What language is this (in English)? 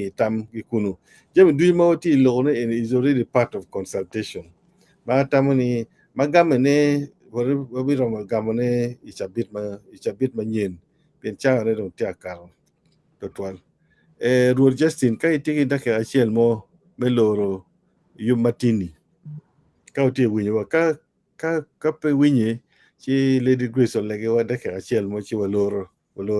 Acoli